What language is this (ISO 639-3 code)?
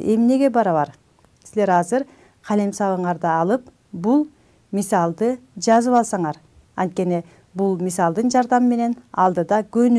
kir